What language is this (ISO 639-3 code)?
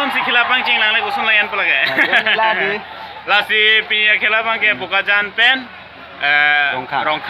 mjw